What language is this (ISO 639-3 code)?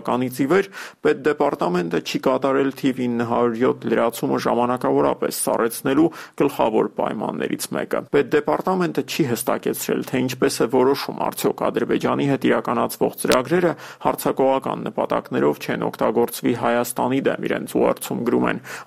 hye